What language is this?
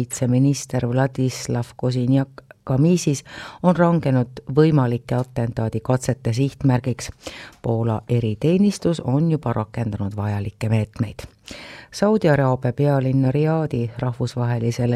Estonian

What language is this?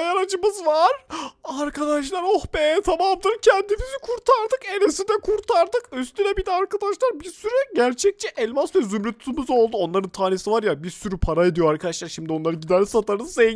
Turkish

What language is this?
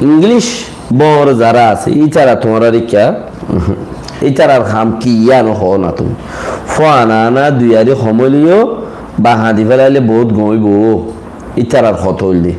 Rohingya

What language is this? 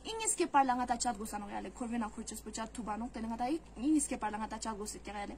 Ladakhi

